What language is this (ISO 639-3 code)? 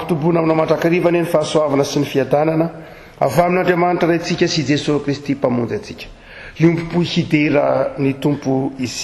mlg